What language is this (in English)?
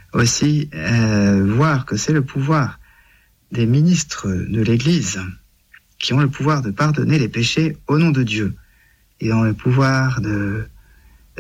French